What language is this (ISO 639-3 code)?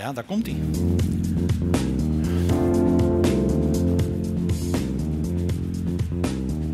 nld